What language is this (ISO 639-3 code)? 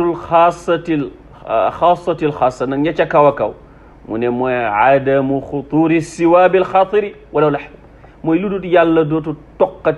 wol